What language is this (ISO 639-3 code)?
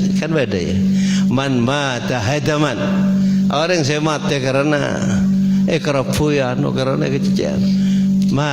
mad